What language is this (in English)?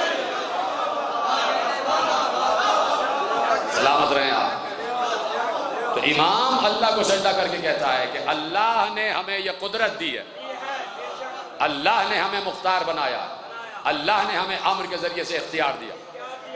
Urdu